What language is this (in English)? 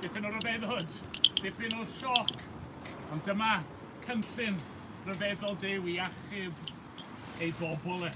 Welsh